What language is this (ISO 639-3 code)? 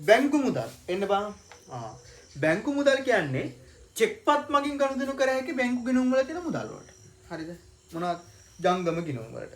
sin